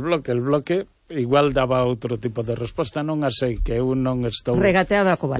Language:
Galician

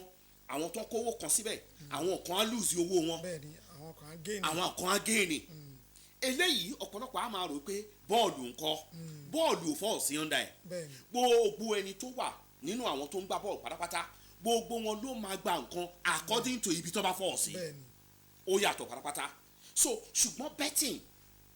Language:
Yoruba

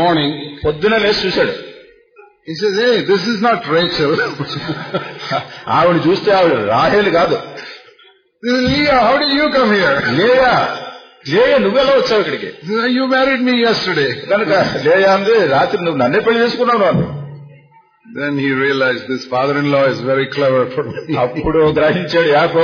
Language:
Telugu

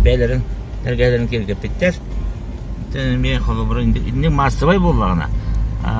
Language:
Yakut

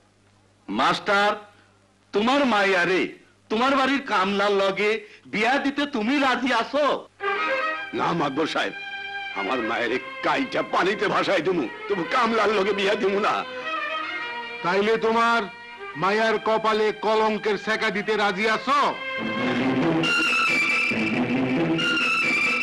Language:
Bangla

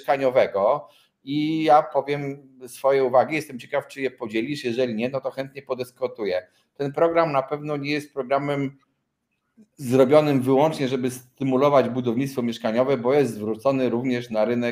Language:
Polish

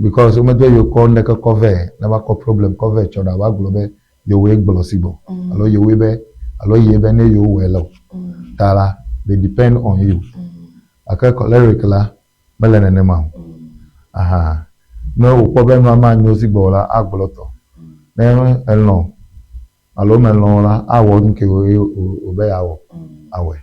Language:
Ewe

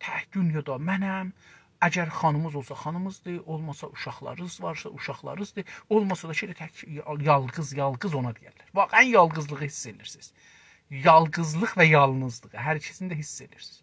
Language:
South Azerbaijani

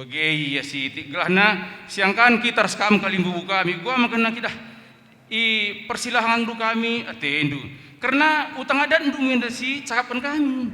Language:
Batak Karo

